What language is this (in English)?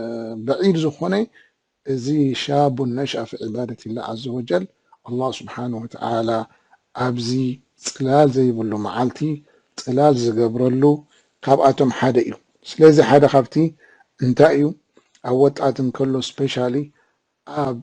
Tigrinya